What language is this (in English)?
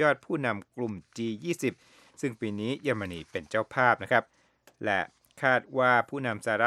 Thai